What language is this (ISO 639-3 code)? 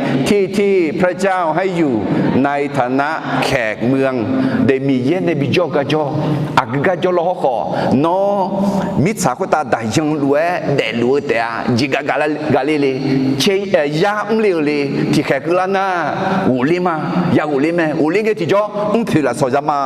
ahk